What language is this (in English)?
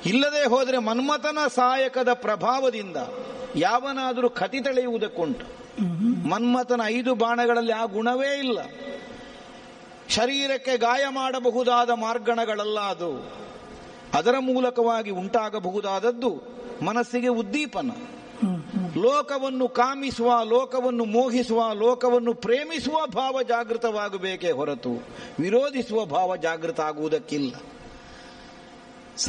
Kannada